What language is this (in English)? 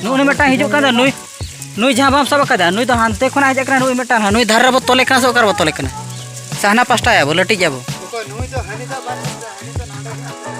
Santali